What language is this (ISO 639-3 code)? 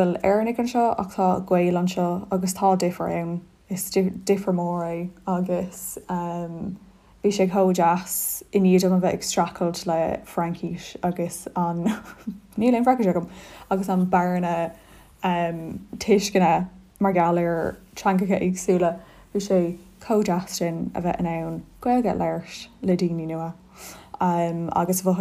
gle